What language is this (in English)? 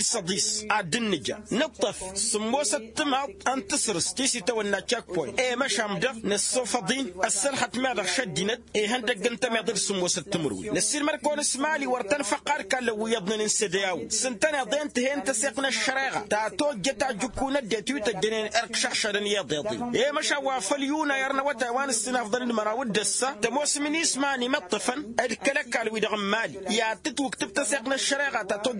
Tamasheq